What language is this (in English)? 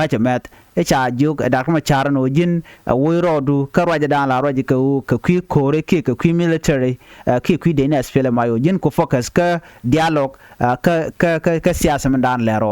Nuer